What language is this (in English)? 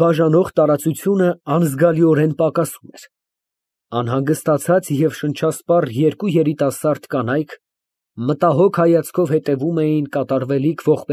Armenian